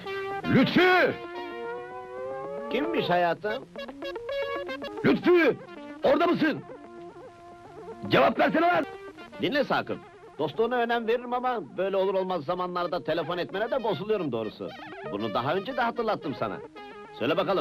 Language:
Turkish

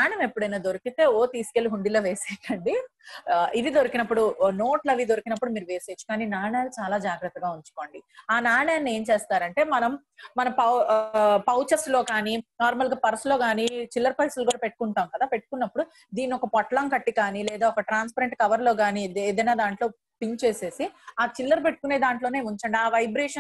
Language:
Telugu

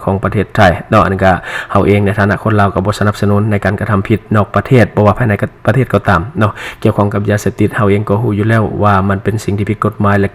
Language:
Lao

